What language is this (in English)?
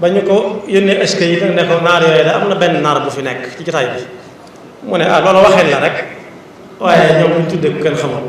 Wolof